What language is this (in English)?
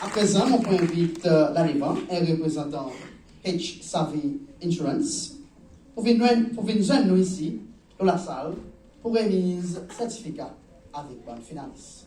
Seselwa Creole French